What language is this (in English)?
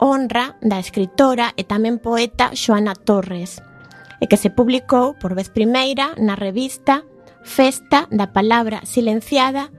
Galician